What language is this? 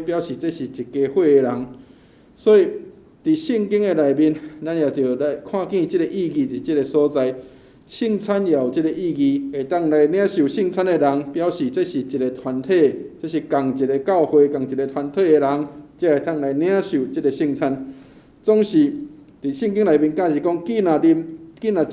Min Nan Chinese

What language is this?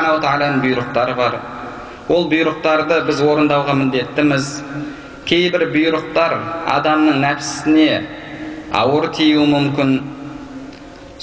Kazakh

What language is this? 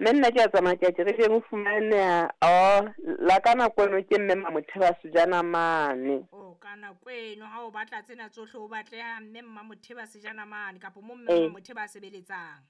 Southern Sotho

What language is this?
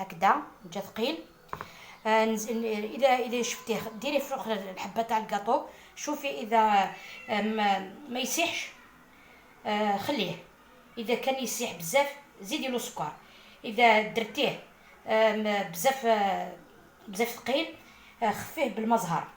Algerian Arabic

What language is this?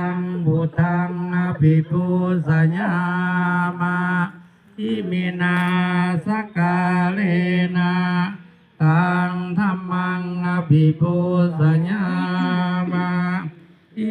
Pali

